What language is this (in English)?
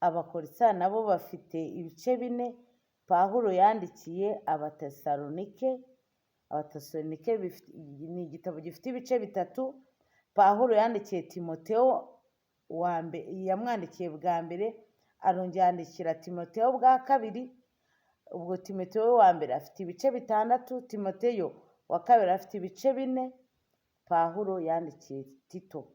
Kinyarwanda